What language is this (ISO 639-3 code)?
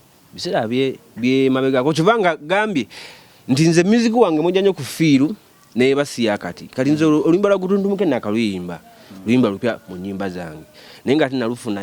lug